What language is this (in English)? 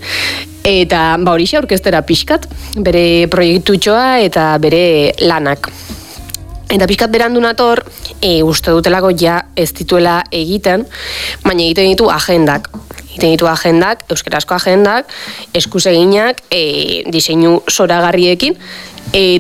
Basque